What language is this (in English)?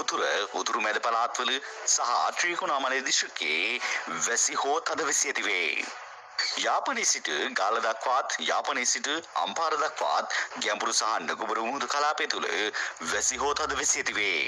Sinhala